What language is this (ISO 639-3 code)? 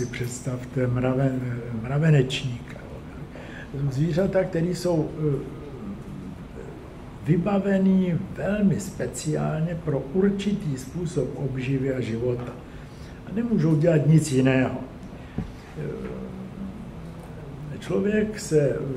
ces